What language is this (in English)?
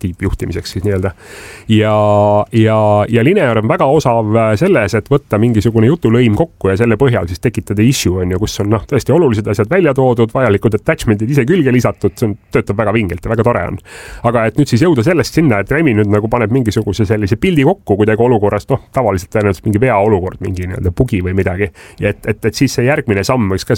Estonian